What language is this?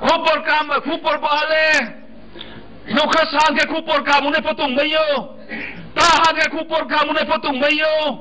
Riang (India)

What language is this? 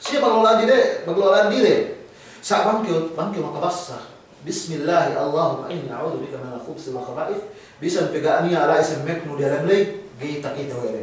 Yakan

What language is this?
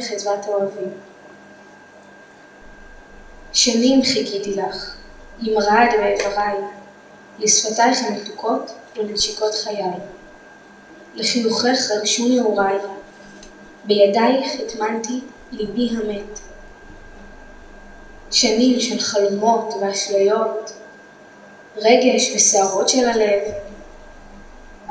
Hebrew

